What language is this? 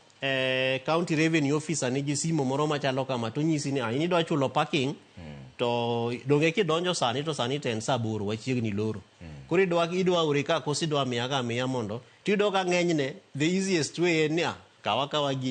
Luo (Kenya and Tanzania)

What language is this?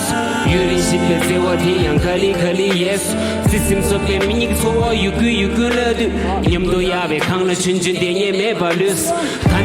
Tibetan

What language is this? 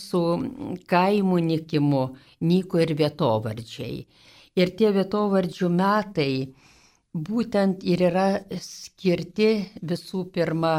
Lithuanian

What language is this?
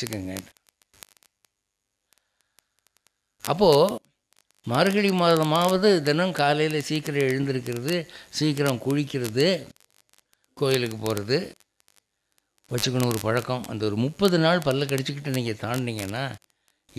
Tamil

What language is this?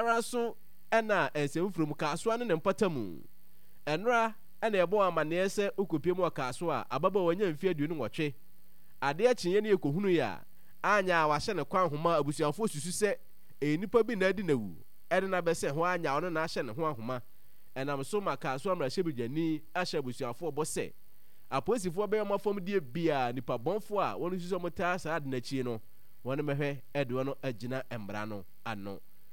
Akan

